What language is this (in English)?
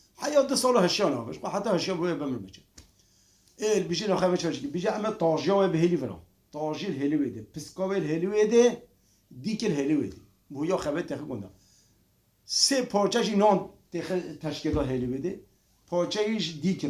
Kurdish